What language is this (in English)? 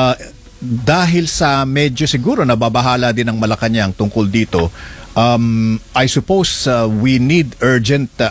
Filipino